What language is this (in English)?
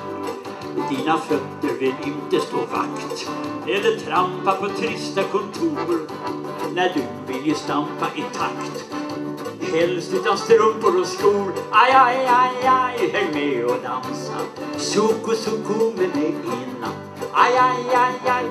Swedish